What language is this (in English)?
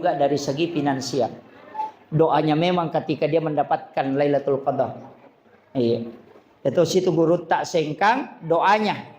Buginese